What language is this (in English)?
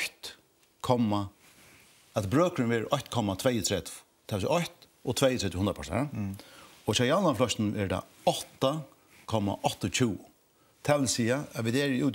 Faroese